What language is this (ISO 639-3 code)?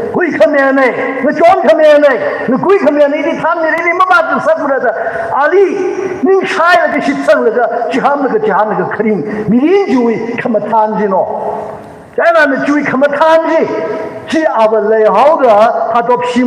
nmf